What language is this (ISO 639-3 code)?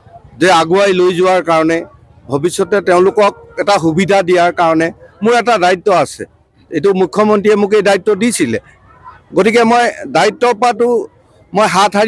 asm